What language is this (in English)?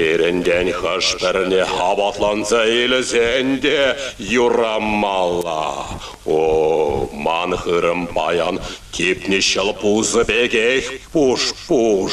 Chuvash